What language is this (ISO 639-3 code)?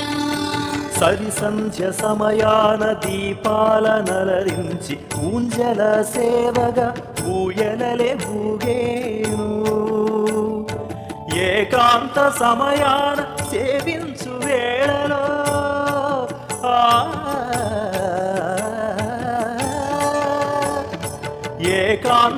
tel